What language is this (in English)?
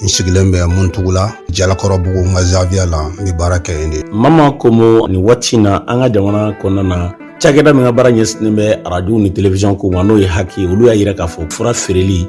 Bambara